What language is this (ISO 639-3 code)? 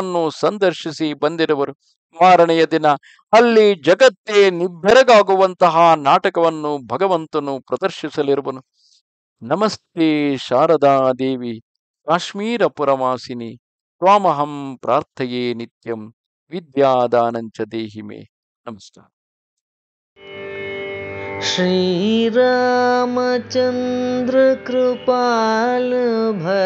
kan